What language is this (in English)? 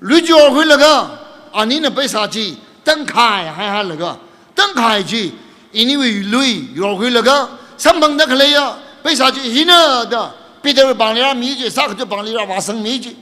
Tangkhul Naga (India)